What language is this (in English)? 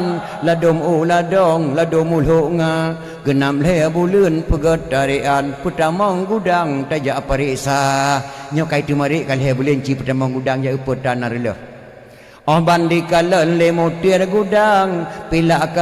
Achinese